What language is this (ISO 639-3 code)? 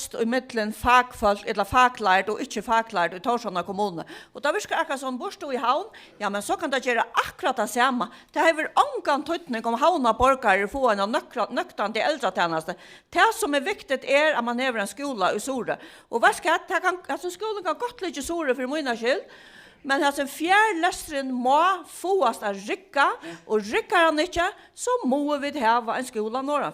fao